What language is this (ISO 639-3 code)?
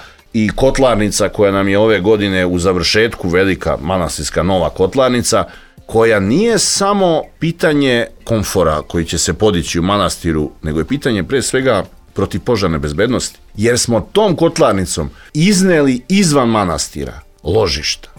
srp